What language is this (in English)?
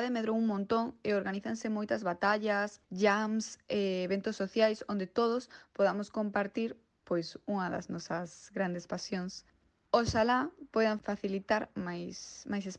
Galician